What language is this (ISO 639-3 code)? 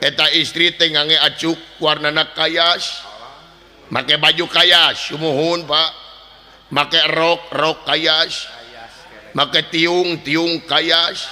sun